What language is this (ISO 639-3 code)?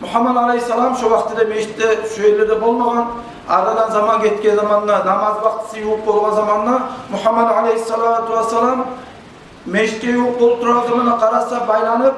kum